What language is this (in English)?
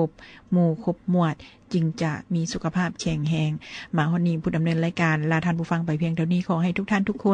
Lao